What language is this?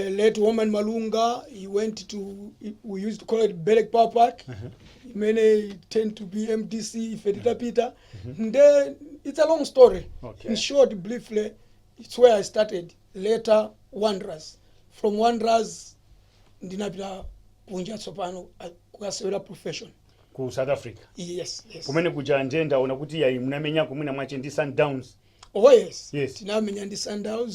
Nyanja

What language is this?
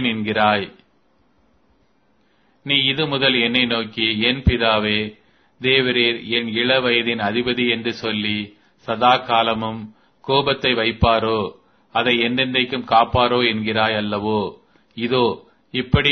Tamil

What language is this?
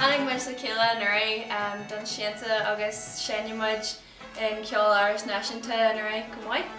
Irish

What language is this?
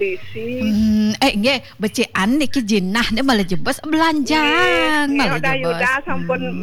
Balinese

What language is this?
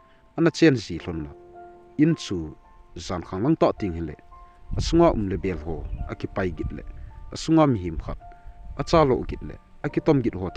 Thado Chin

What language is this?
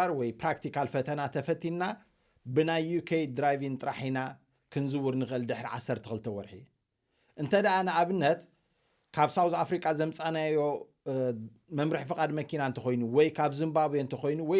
Tigrinya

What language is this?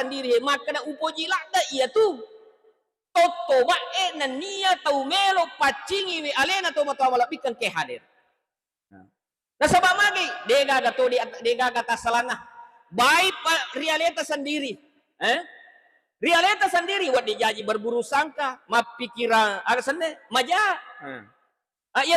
Buginese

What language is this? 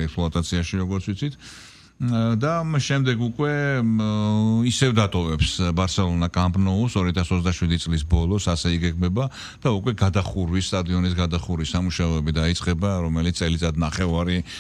Georgian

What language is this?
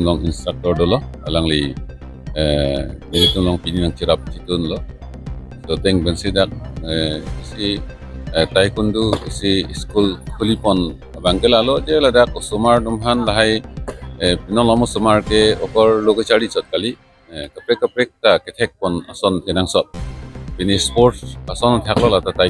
Karbi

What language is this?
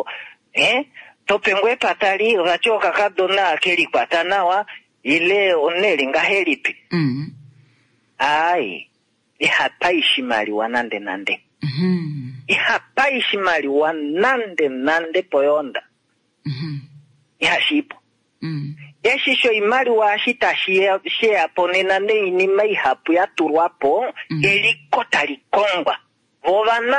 Kuanyama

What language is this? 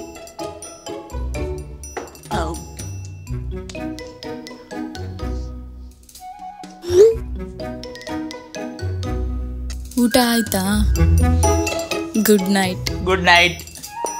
Kannada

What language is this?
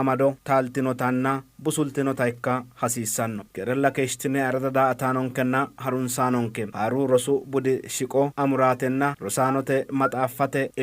Sidamo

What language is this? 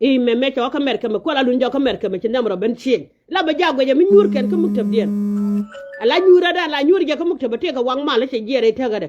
Nuer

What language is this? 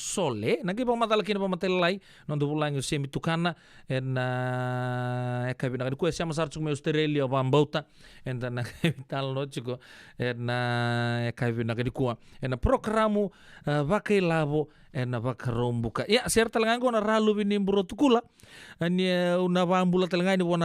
Fijian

